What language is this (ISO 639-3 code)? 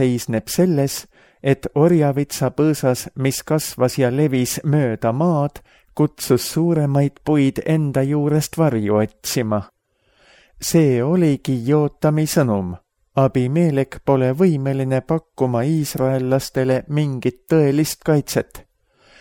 est